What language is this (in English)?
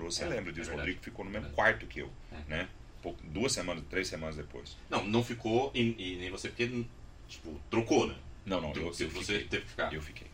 Portuguese